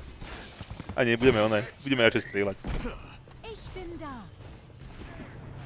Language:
Slovak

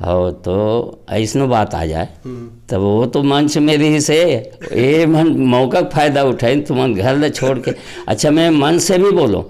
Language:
Chhattisgarhi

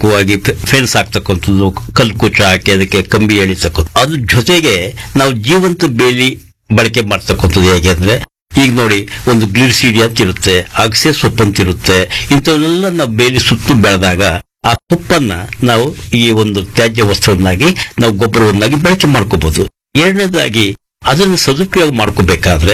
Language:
Kannada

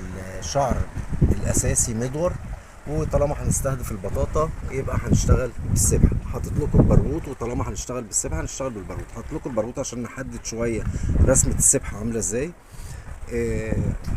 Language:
Egyptian Arabic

